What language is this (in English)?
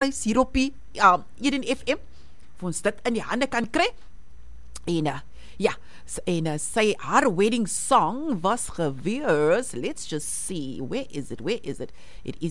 Afrikaans